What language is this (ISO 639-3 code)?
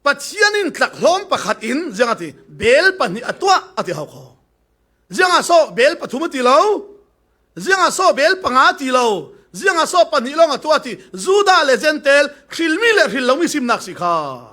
cfm